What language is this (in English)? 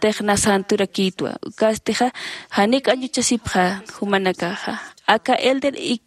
Aymara